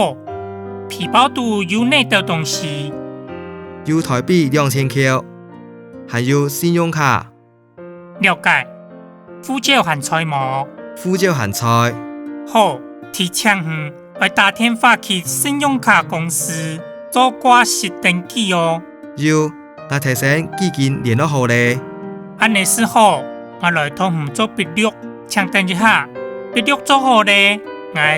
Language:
Hakka Chinese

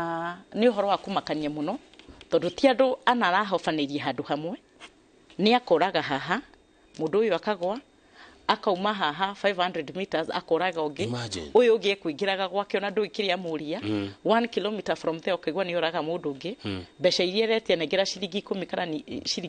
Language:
Kikuyu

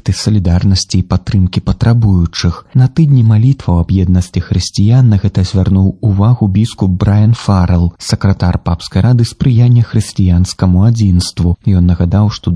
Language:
Belarusian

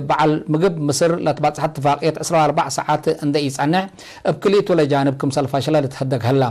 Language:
Tigre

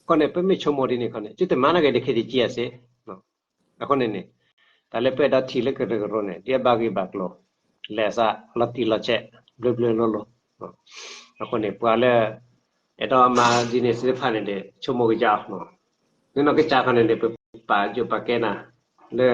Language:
S'gaw Karen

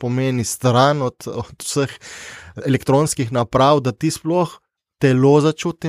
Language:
Slovenian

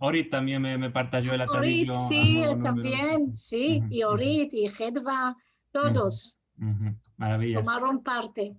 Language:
Ladino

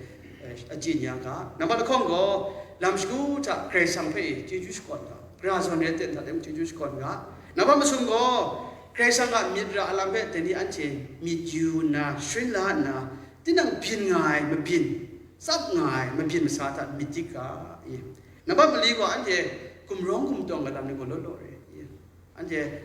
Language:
Kachin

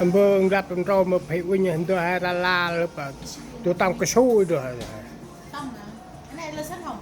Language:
Central Mnong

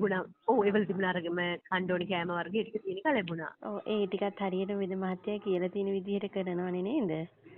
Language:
Sinhala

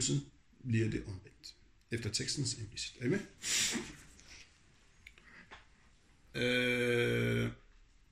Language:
Danish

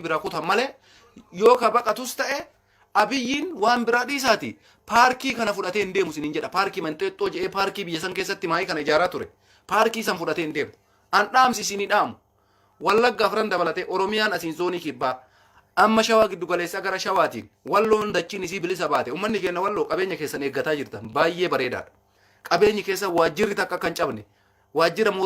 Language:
Oromo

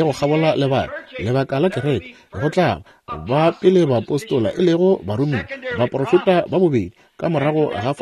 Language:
Northern Sotho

